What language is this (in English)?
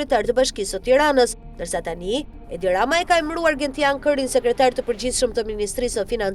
Albanian